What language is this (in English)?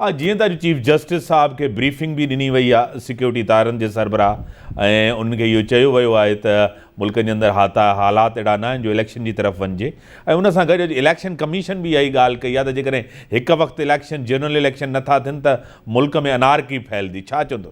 Sindhi